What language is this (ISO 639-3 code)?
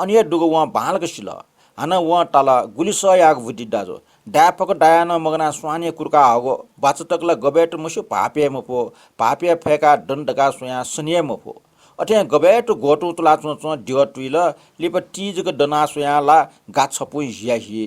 new